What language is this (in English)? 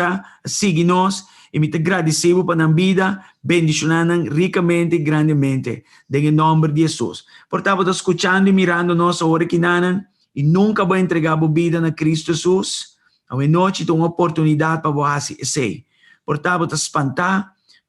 Papiamento